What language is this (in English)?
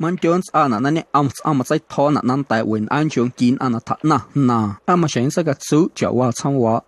Guerrero Amuzgo